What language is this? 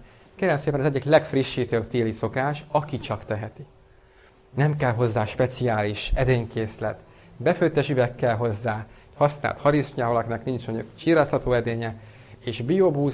Hungarian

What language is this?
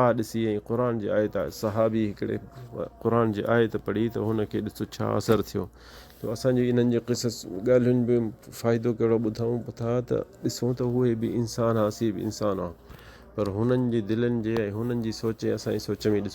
Sindhi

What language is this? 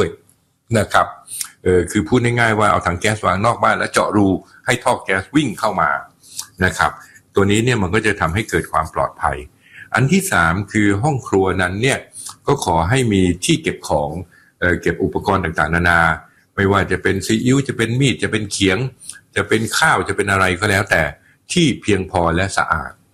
Thai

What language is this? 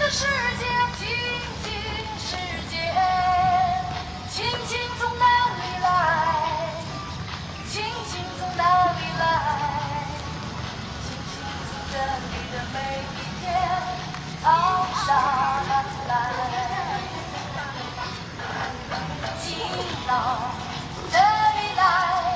Chinese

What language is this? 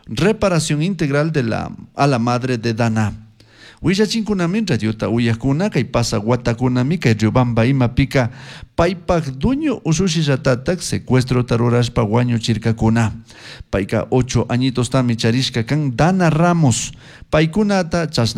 Chimborazo Highland Quichua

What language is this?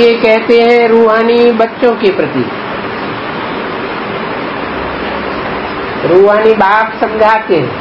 Hindi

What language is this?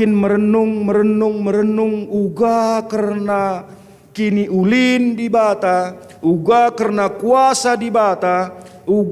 Batak Karo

